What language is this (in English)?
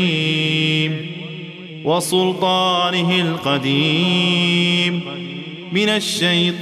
Persian